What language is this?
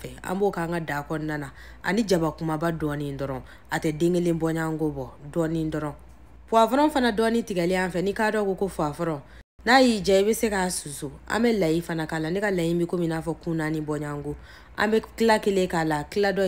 Bambara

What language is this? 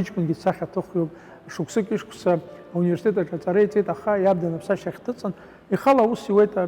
Abkhazian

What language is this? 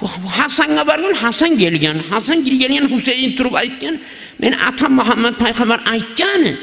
Kumyk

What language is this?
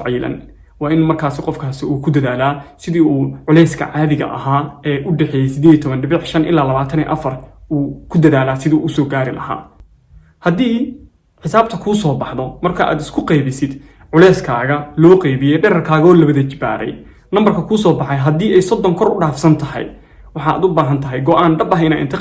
Somali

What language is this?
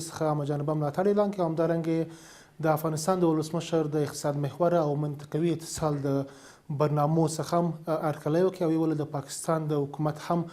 Pashto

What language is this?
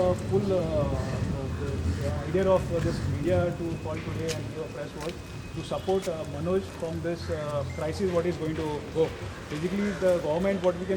Konkani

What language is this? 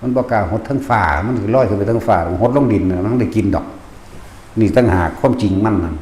Lao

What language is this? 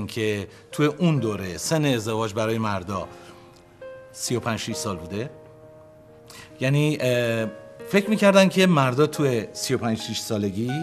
Persian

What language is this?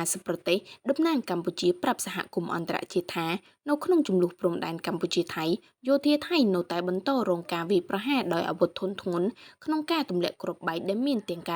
Khmer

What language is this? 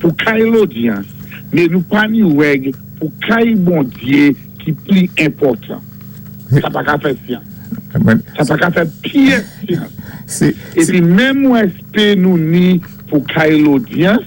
Saint Lucian Creole French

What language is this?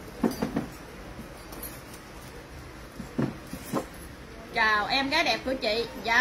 Vietnamese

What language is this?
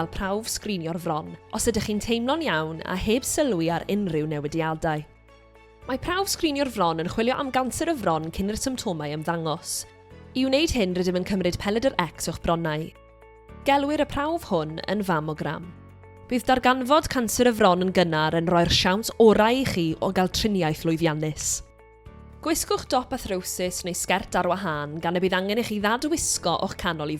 Welsh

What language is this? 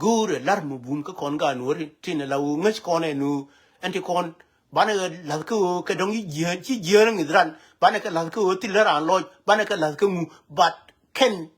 Nuer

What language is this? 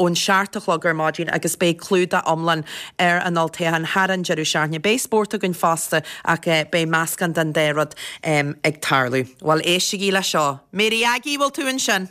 Irish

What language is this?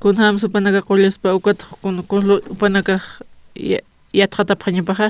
Aymara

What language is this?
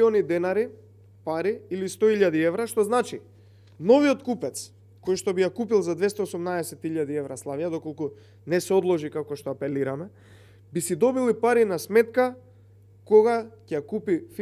Macedonian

